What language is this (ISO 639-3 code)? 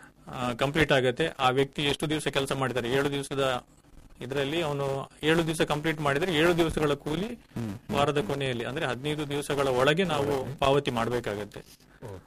kan